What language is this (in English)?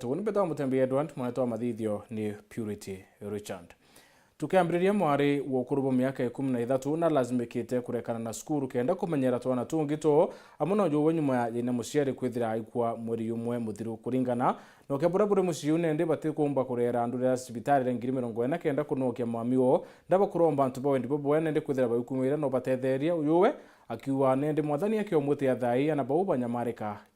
Meru